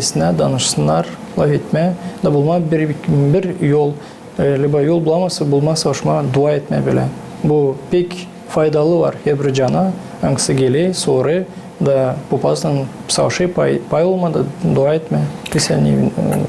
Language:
Gagauz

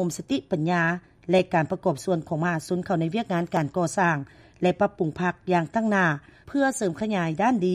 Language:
Lao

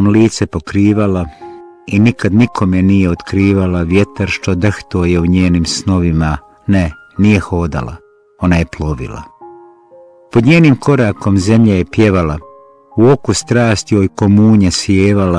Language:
Bosnian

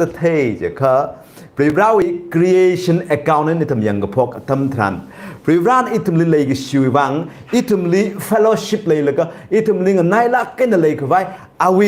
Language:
Tangkhul Naga (India)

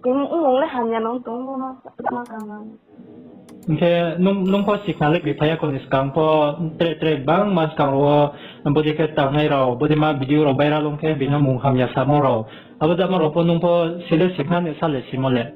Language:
Riang (India)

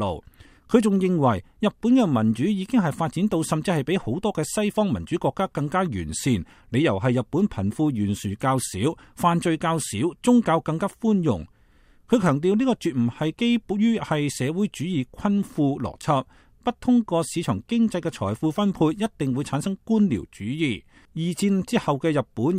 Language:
Cantonese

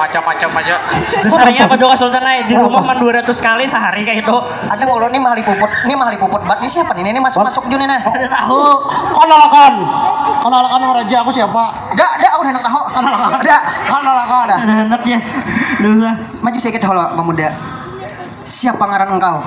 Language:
Banjar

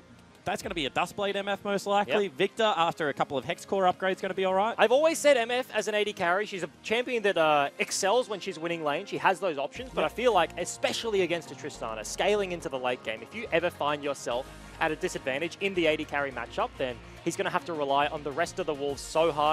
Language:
English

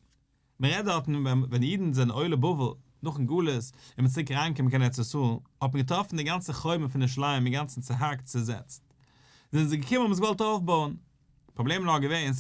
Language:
Yiddish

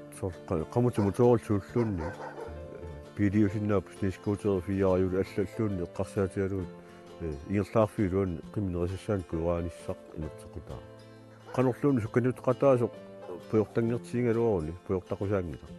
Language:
Kalaallisut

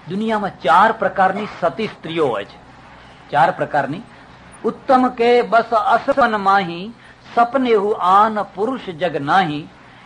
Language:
Gujarati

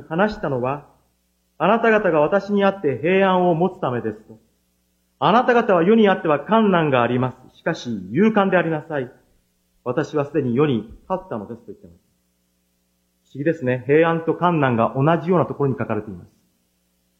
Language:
Japanese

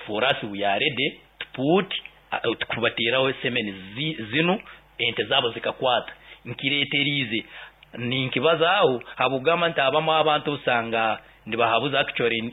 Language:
Nyoro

